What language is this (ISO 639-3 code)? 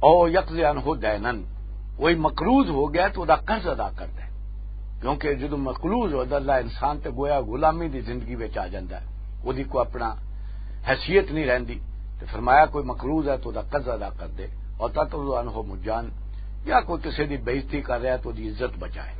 lah